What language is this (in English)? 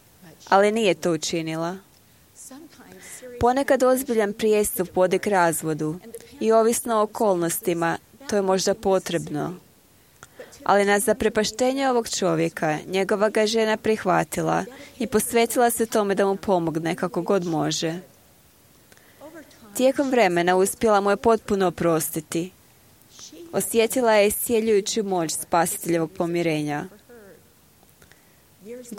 Croatian